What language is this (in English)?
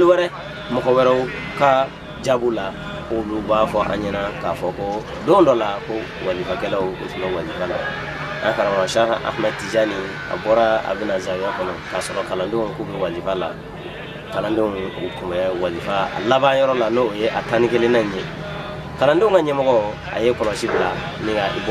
Bambara